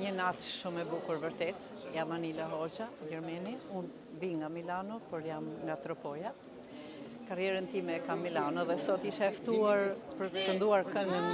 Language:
Albanian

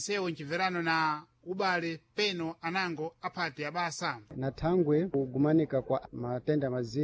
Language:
Sena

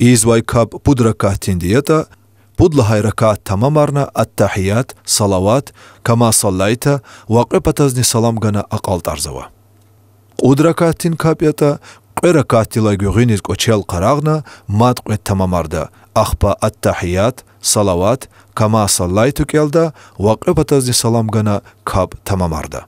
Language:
Lezghian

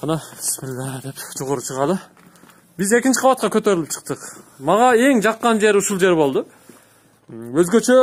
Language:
Kyrgyz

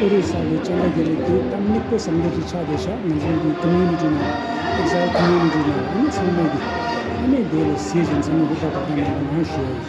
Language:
Tibetan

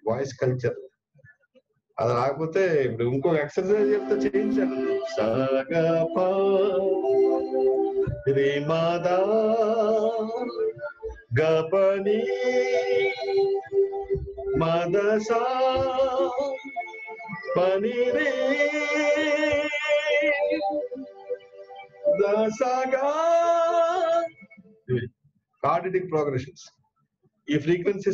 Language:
Telugu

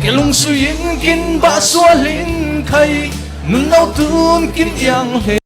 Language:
Falam Chin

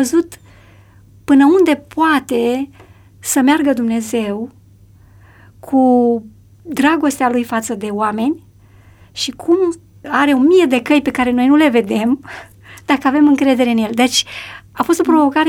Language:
Romanian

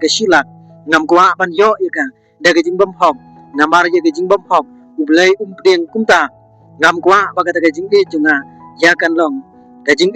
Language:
Khasi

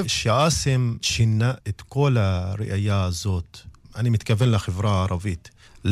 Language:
Hebrew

